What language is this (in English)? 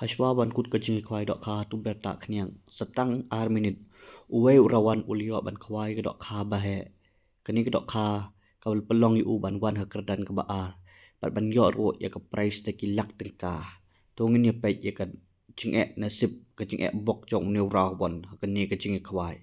Khasi